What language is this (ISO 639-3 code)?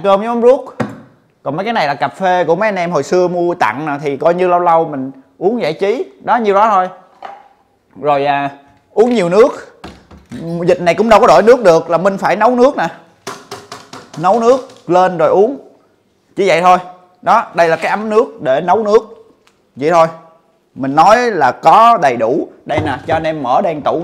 vie